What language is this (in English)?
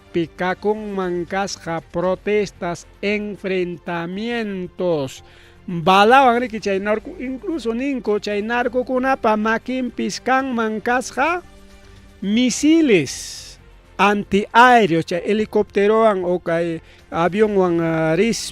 Ayacucho Quechua